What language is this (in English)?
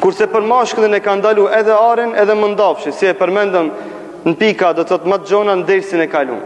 Albanian